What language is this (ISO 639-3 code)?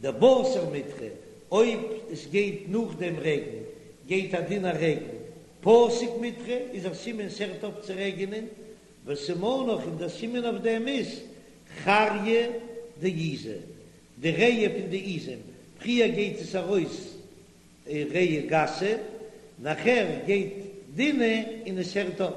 yid